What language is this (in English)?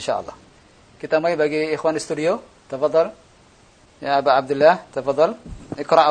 Indonesian